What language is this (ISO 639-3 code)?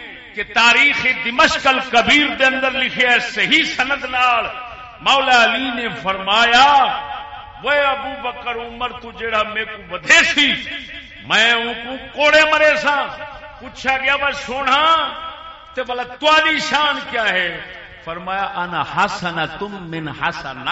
skr